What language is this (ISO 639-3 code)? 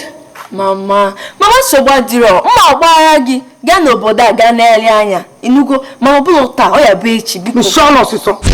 ibo